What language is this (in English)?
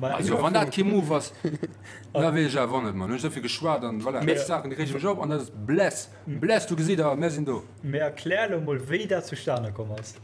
Luxembourgish